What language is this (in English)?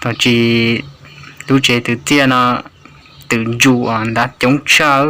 Hmong